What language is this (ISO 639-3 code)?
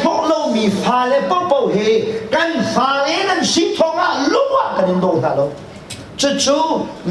cnh